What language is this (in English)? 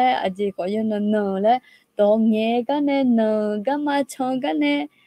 Akha